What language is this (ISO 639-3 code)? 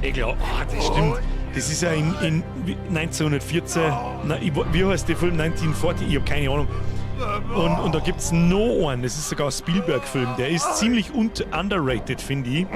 bar